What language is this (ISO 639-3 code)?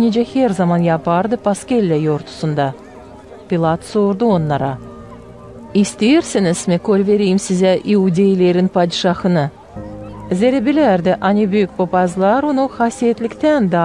gag